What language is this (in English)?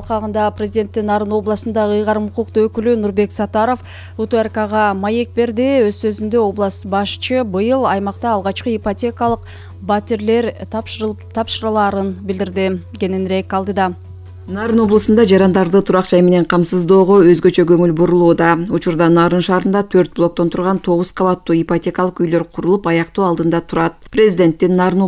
Kyrgyz